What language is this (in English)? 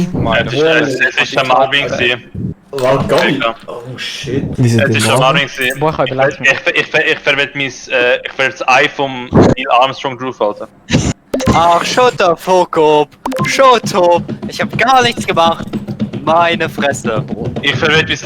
Swiss German